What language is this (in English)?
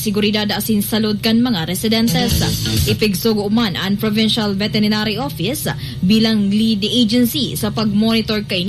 Bikol